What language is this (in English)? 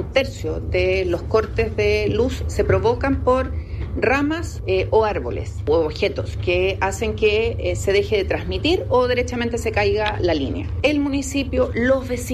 Spanish